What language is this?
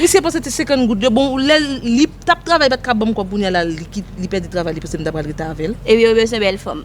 Haitian Creole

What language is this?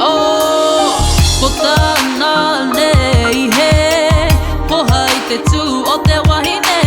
Māori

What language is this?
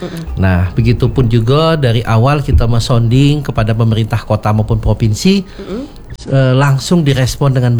Indonesian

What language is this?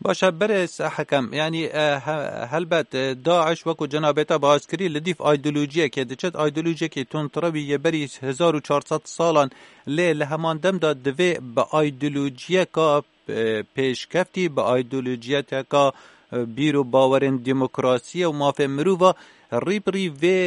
Kurdish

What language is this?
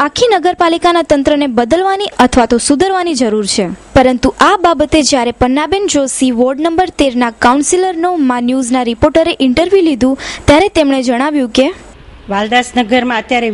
Gujarati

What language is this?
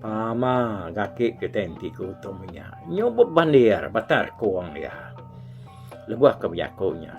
Iban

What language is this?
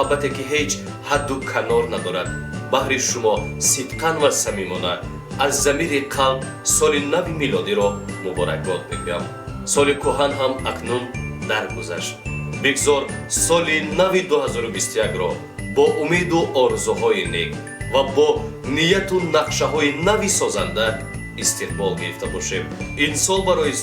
Tajik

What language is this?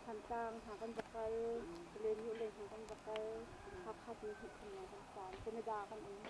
Hakha Chin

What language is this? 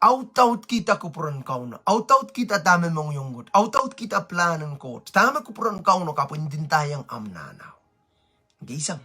Pohnpeian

